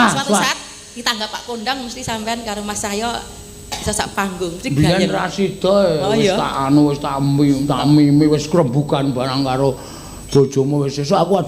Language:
Javanese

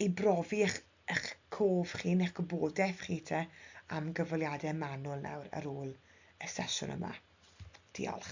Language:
Welsh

